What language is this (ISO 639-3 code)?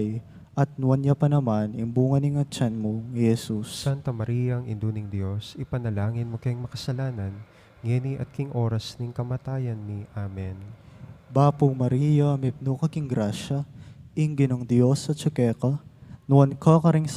pam